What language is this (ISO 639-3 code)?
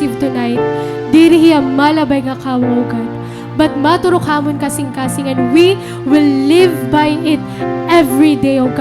war